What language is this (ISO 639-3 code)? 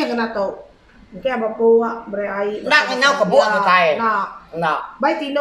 iba